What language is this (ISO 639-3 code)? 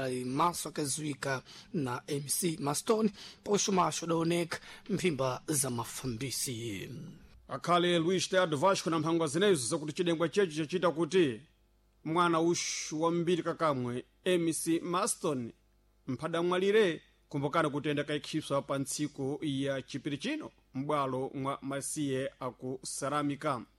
seh